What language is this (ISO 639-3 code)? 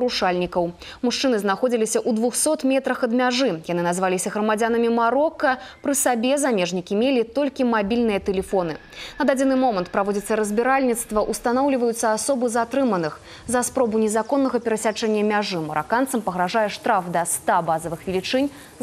bel